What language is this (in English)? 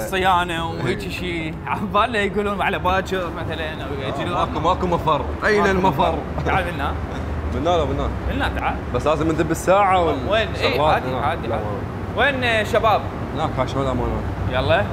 Mesopotamian Arabic